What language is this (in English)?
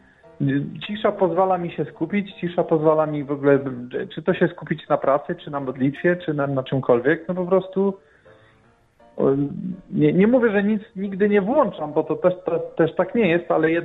Polish